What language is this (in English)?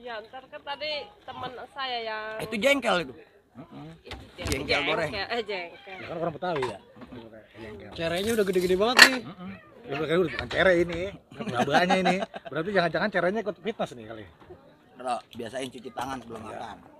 Betawi